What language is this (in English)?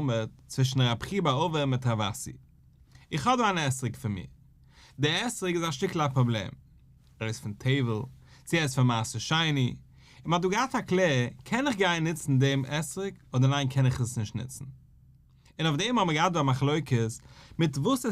Yiddish